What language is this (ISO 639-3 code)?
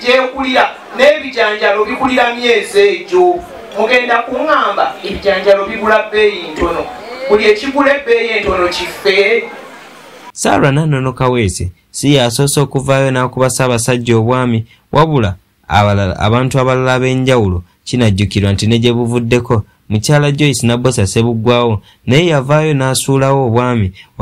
lug